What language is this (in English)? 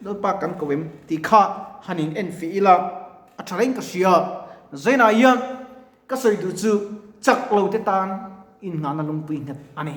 Mizo